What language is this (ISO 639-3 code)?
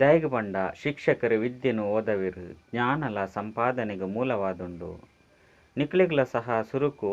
tcy